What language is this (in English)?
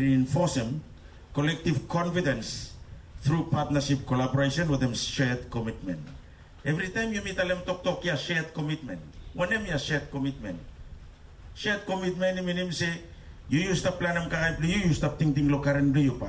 Bislama